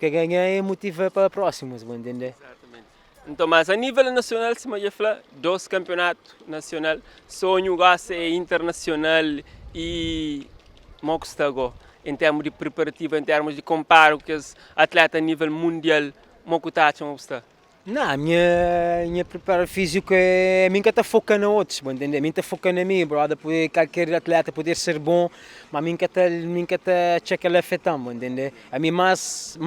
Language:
Kabuverdianu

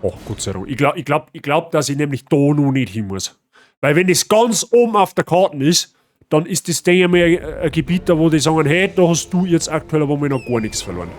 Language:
Bavarian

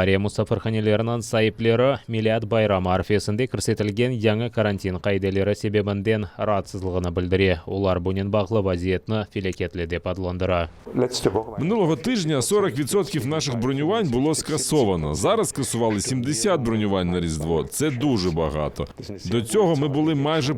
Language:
Crimean Tatar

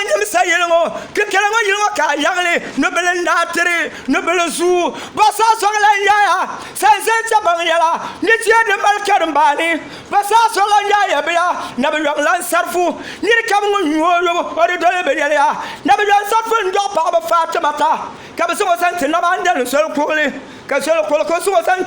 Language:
Dagbani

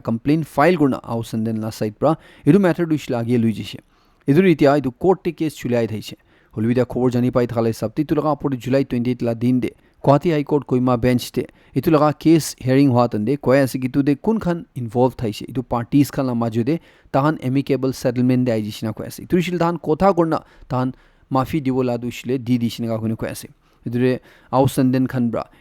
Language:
Naga Pidgin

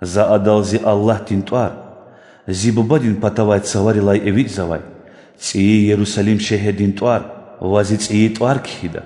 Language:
Lezghian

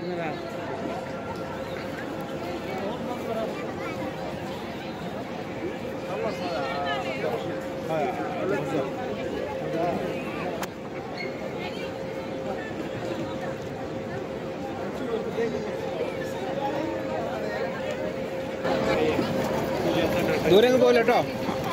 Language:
Malayalam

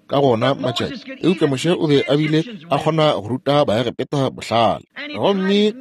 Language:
Northern Sotho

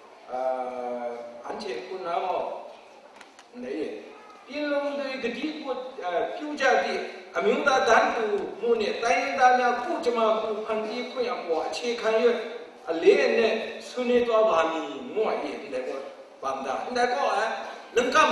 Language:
Kachin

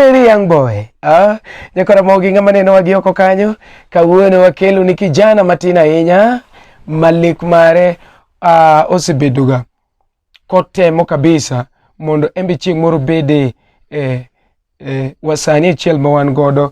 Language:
Luo (Kenya and Tanzania)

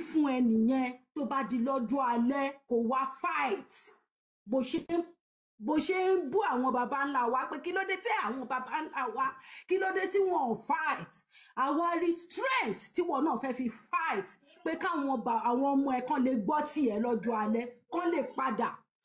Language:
Yoruba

